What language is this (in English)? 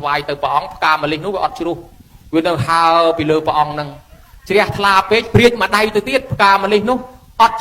Khmer